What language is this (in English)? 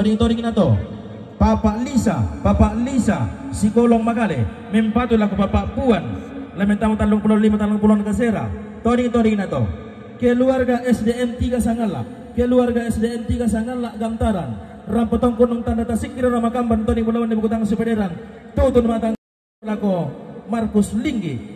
Toraja-Sa'dan